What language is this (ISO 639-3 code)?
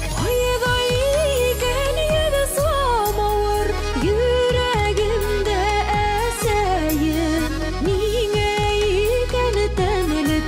bak